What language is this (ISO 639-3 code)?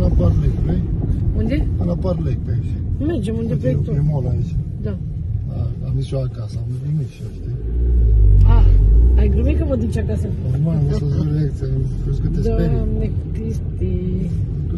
ron